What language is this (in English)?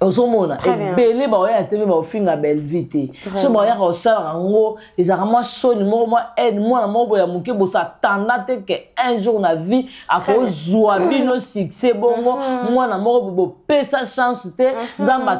Lingala